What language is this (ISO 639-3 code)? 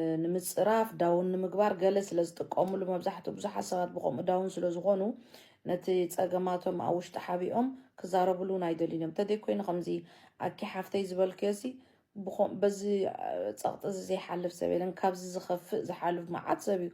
tir